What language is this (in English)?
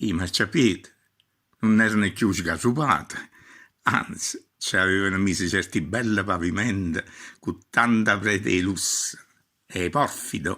Neapolitan